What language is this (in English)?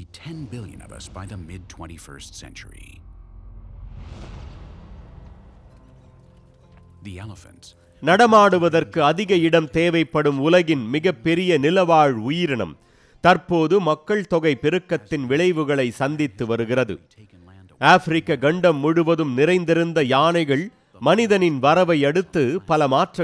Tamil